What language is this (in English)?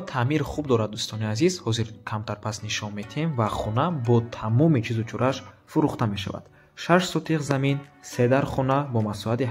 Tajik